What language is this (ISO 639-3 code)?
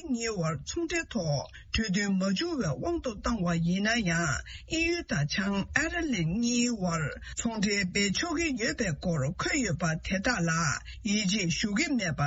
bod